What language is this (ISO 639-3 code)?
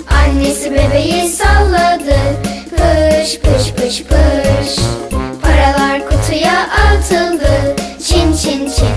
tur